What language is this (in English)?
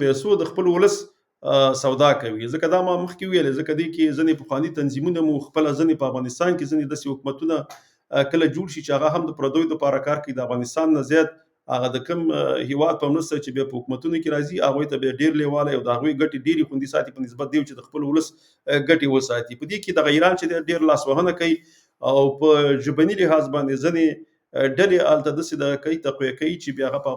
Pashto